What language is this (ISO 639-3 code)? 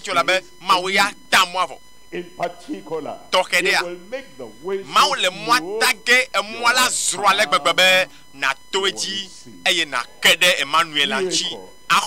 ewe